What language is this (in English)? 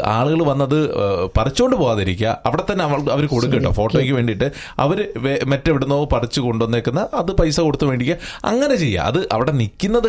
Malayalam